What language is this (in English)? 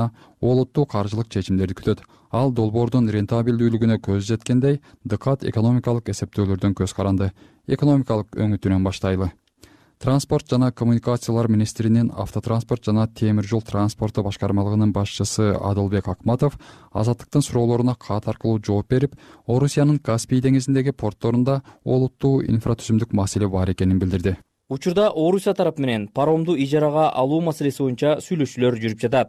Kyrgyz